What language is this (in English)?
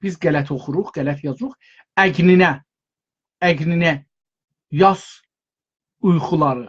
South Azerbaijani